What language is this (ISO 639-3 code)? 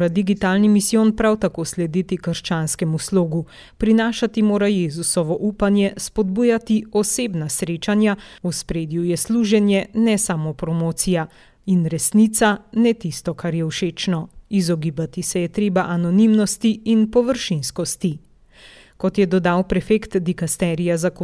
slv